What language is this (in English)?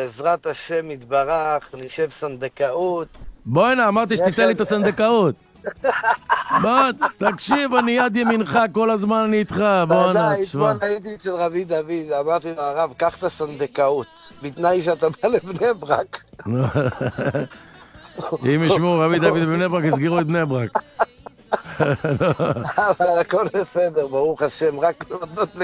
Hebrew